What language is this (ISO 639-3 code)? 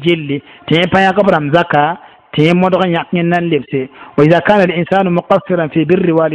mos